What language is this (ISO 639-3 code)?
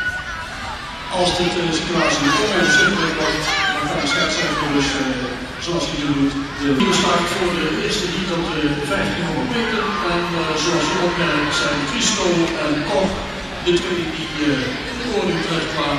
nld